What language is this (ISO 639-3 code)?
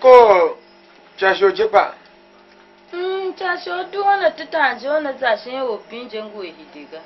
tiv